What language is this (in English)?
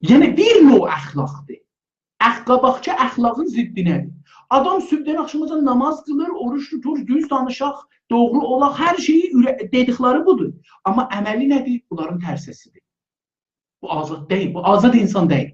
South Azerbaijani